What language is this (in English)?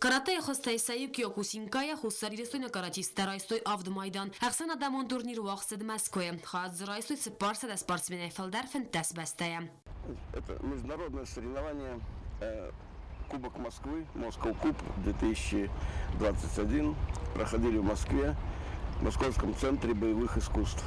Ossetic